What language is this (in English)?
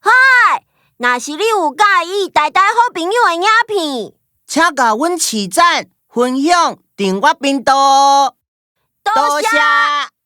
Min Nan Chinese